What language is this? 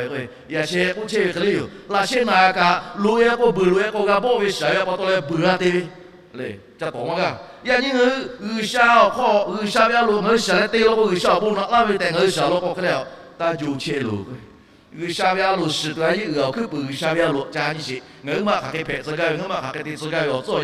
Lahu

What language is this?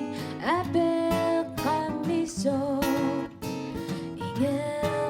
Kalaallisut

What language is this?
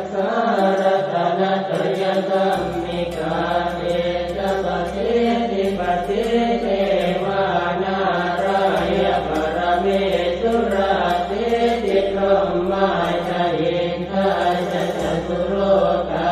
Pali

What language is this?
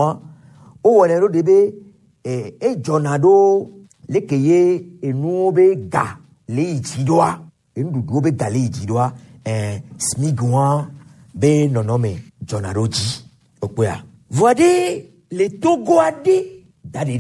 Gen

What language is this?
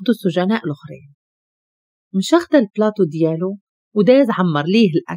Moroccan Arabic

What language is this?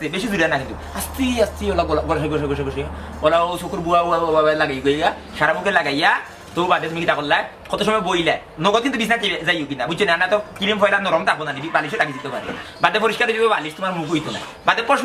Sylheti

